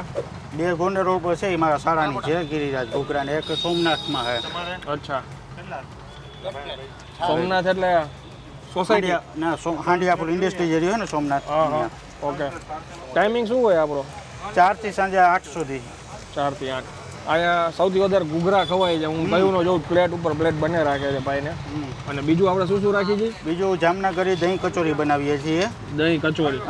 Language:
Gujarati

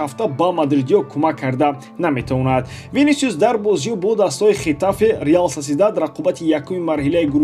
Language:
Tajik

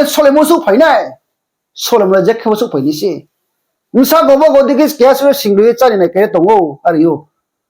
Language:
Riang (India)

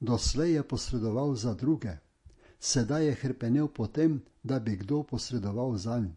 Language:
Slovenian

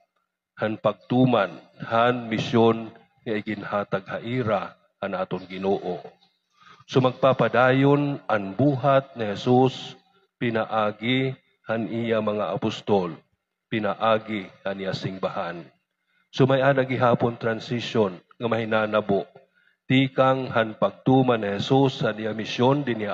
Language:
Waray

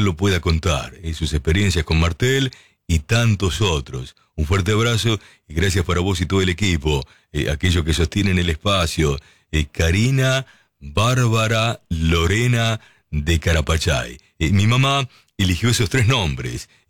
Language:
Spanish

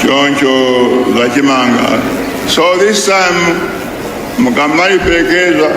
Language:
Nyanja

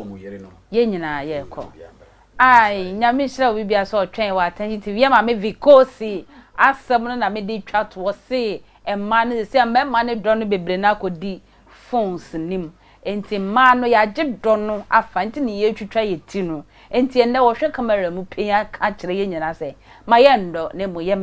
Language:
Akan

